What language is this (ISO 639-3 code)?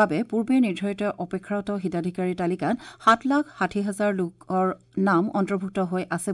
asm